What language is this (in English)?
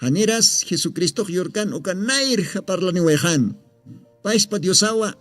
Aymara